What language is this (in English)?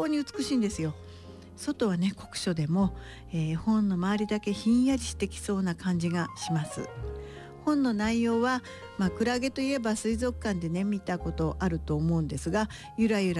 Japanese